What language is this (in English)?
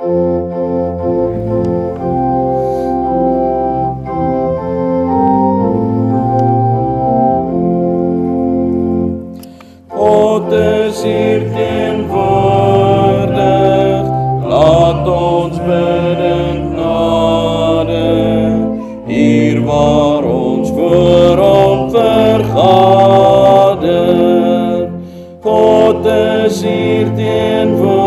Afrikaans